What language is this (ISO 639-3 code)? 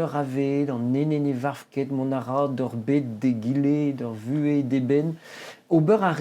bre